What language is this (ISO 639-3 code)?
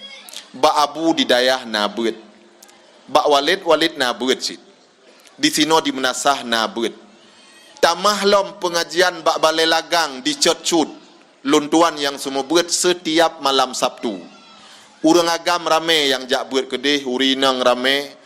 ace